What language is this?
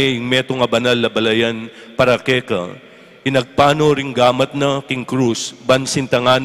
Pampanga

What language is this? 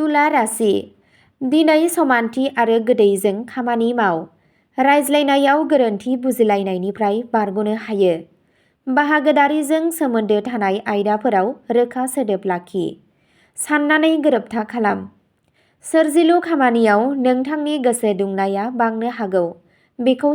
Bodo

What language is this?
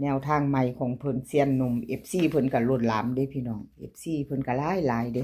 Lao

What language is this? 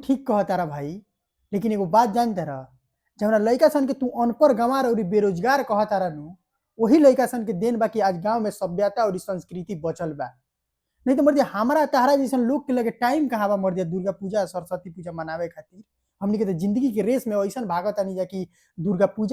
Bhojpuri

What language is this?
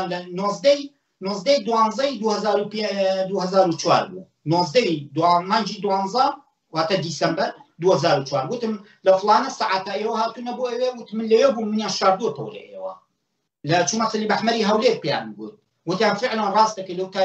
Central Kurdish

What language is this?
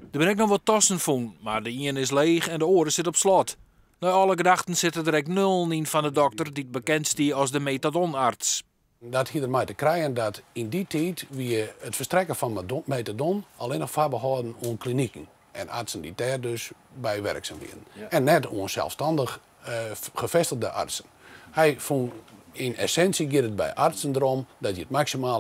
Western Frisian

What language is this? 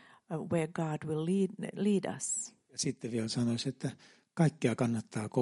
Finnish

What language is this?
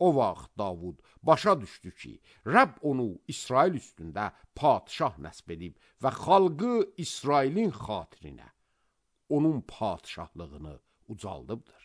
Azerbaijani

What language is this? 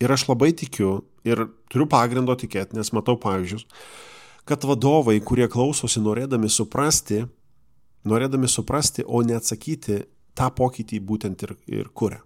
Lithuanian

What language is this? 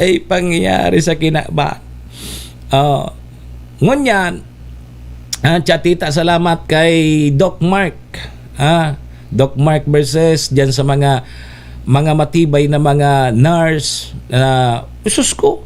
Bikol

